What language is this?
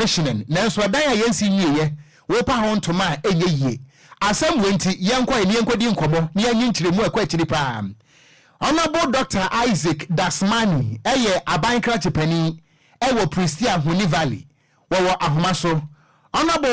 Akan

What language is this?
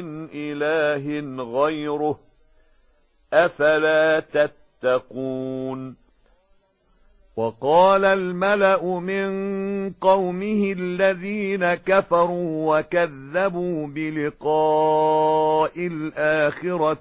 Arabic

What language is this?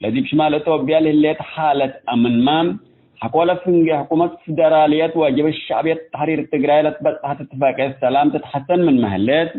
Tigre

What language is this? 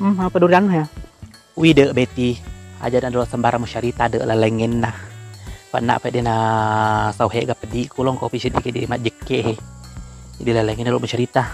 Buginese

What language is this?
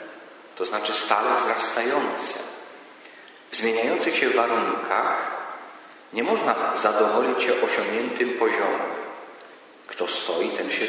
Polish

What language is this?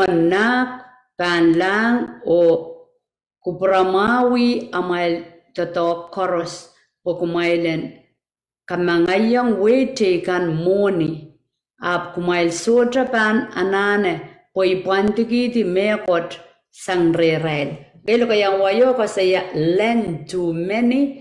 Pohnpeian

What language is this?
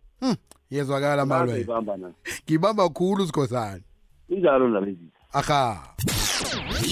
South Ndebele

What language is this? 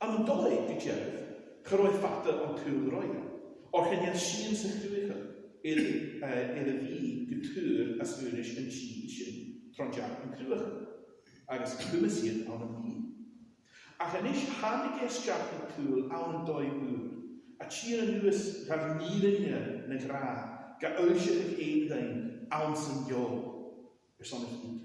Scottish Gaelic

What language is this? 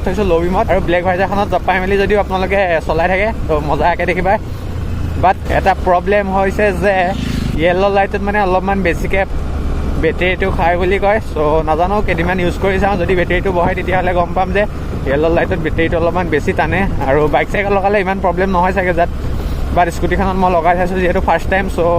Assamese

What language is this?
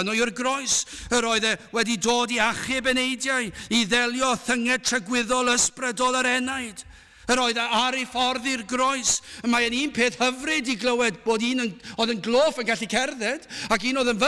Welsh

